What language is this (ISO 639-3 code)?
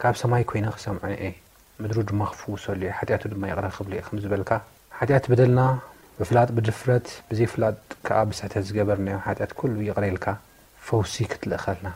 tir